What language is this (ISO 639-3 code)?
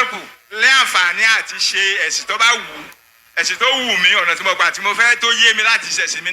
yor